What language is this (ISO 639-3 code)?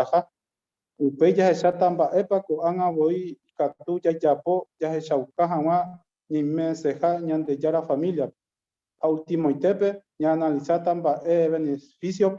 grn